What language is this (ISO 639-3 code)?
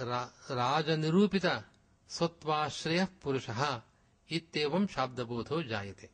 san